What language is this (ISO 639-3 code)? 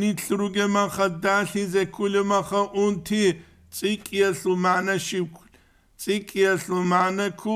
ava